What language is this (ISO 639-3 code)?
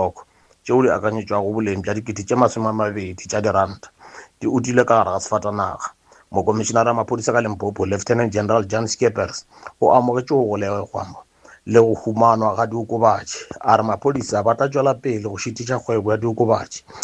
nso